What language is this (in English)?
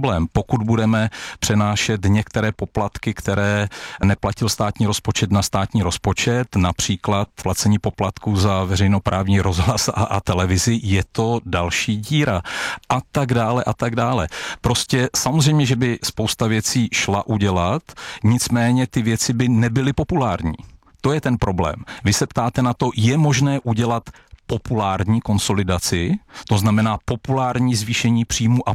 Czech